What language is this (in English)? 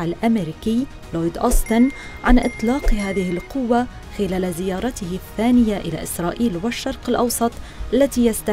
Arabic